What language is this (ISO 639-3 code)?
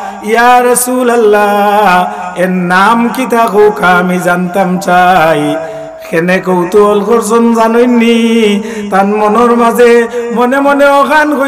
syl